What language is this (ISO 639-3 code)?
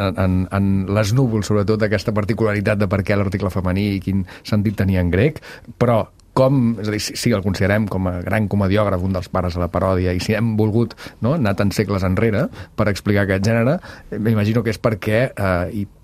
cat